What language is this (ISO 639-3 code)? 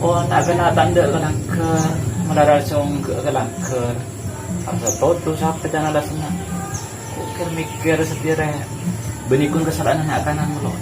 mad